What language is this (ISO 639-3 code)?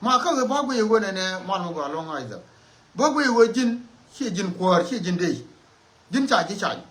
nus